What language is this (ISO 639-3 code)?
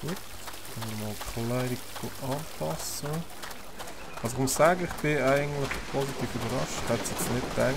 gsw